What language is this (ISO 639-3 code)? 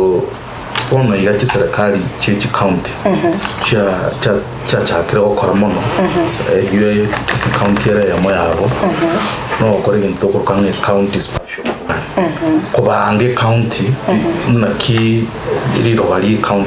guz